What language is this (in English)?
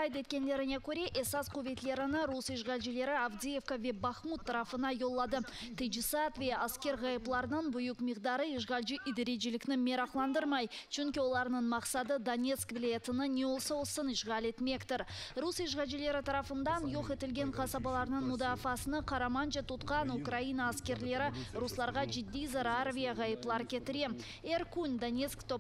Crimean Tatar